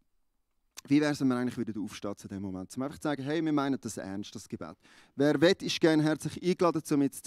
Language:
Swiss German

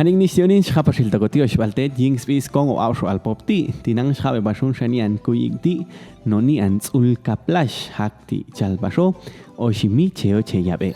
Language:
Popti'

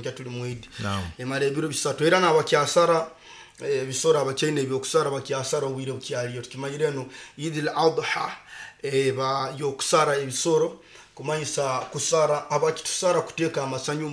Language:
Nyoro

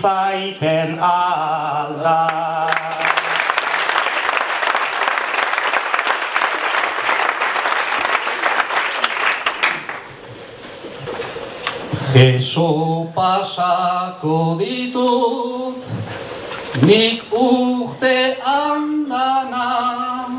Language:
Basque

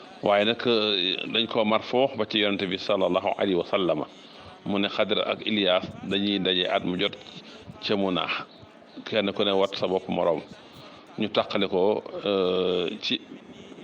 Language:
Wolof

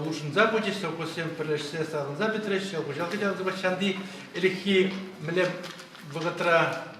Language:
Chuvash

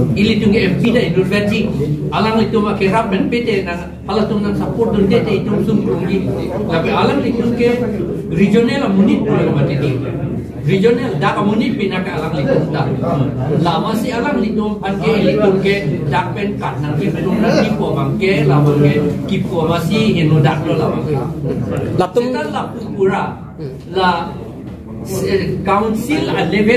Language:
Karbi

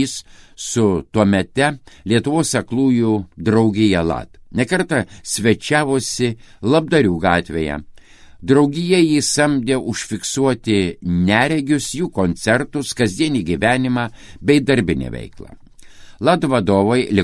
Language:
Lithuanian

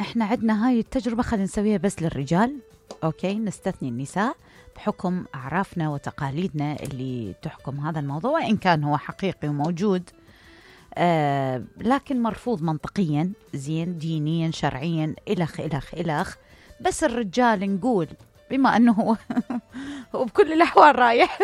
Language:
Mesopotamian Arabic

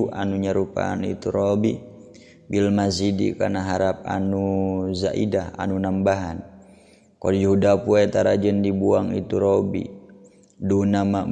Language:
Sundanese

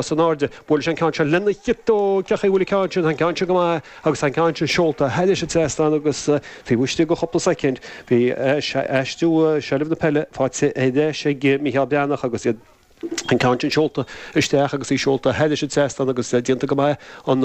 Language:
Irish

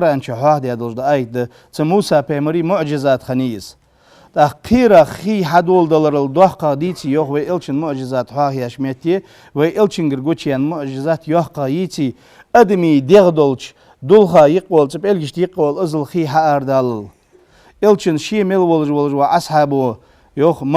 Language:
Ingush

